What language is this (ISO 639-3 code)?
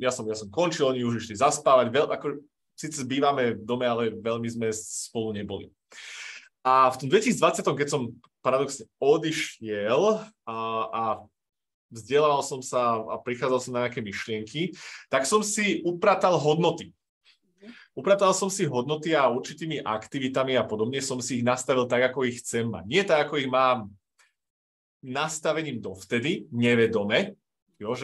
slk